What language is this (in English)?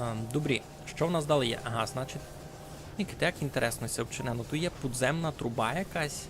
Rusyn